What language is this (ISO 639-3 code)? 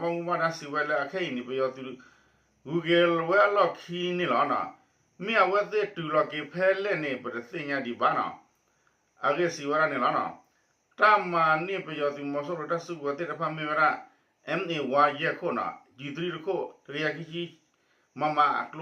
ksw